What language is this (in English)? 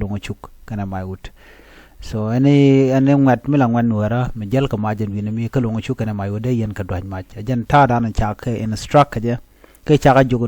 Nuer